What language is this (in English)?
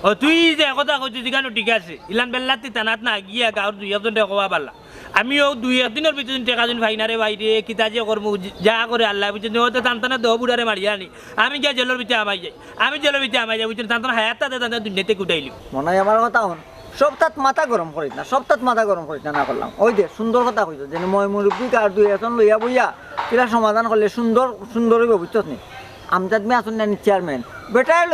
Sylheti